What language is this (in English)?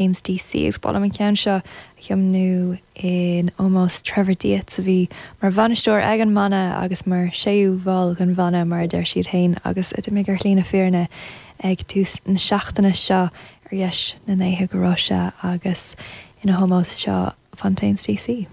Irish